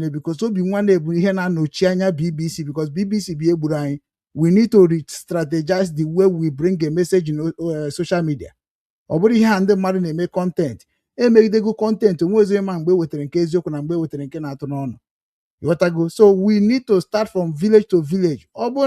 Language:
Igbo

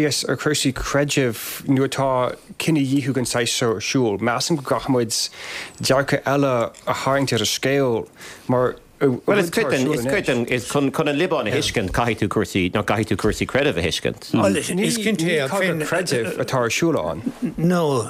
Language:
Irish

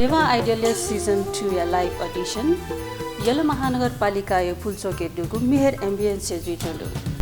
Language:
Newari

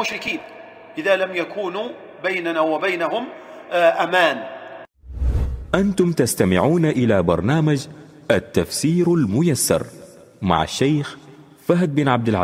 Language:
Arabic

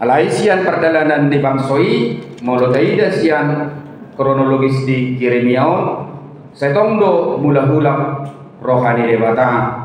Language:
Batak Toba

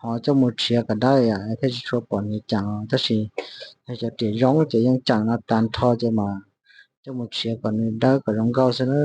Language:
Hmong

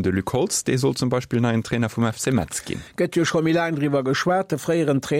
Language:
Luxembourgish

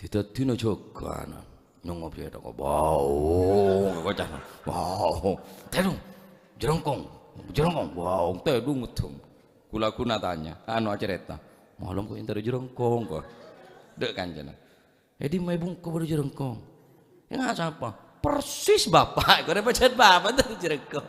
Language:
Madurese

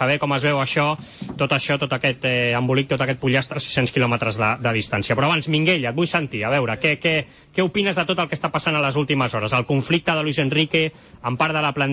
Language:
Catalan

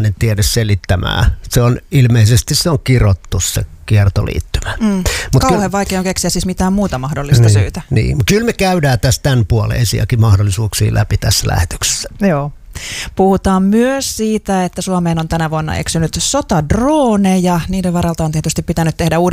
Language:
Finnish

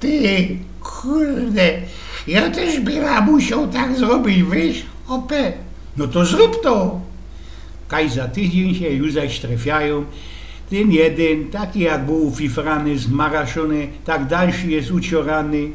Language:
Silesian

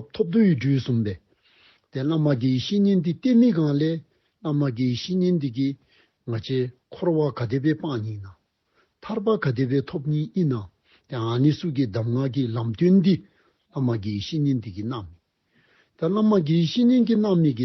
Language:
Dzongkha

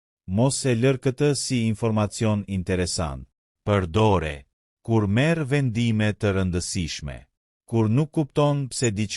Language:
Albanian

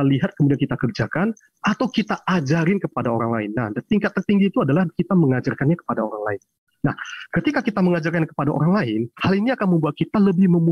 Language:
Indonesian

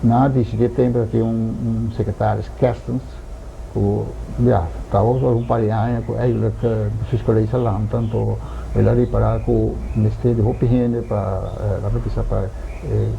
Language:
Papiamento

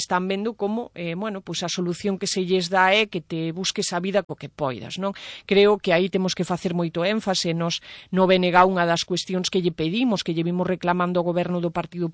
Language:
Galician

